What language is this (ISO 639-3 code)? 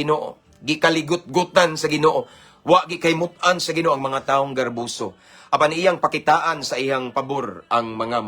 ceb